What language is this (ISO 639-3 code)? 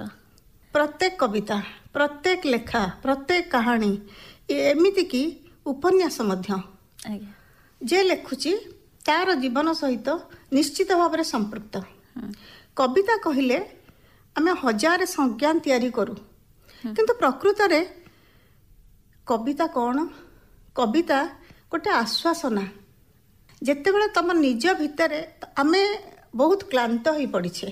ori